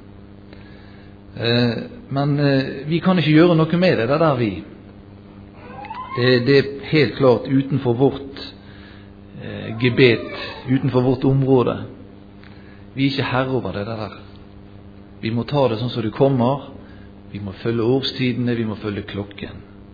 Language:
Norwegian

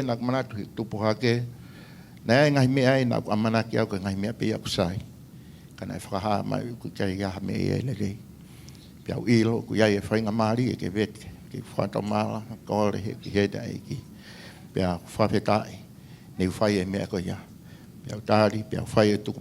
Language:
Tongan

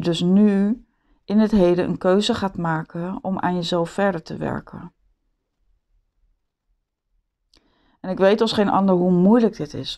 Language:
Dutch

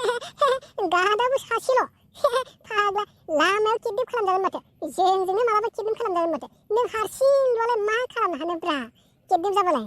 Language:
Bodo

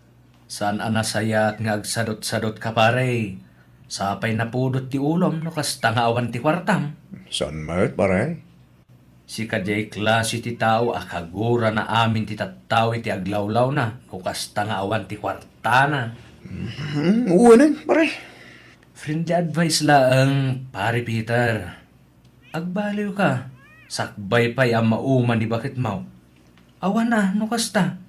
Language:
Iloko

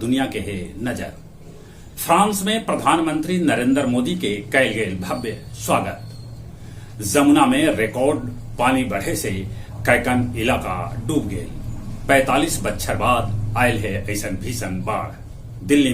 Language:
Magahi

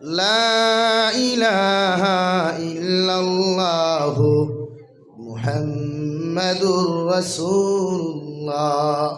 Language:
Sylheti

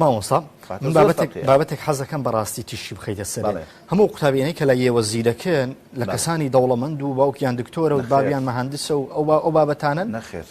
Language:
Central Kurdish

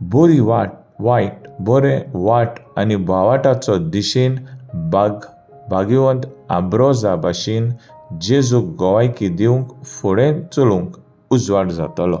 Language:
Konkani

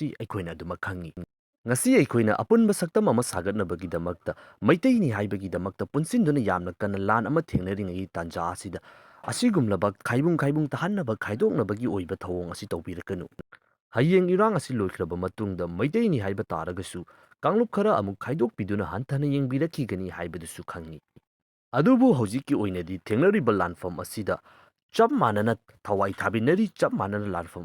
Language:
Manipuri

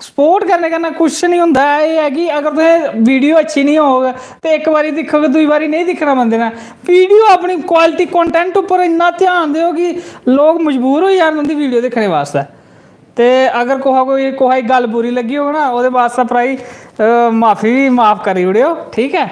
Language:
Dogri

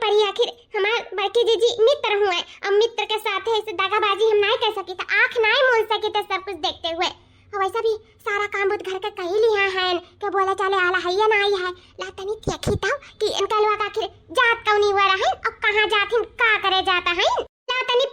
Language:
Awadhi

